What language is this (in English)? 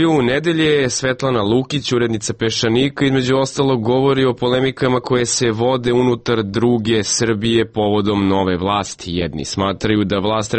Serbian